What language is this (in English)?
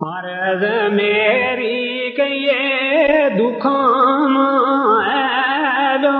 Gujari